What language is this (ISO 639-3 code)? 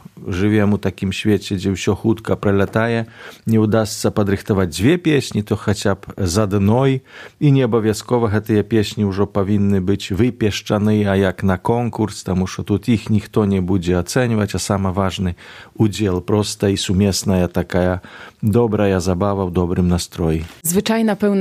bel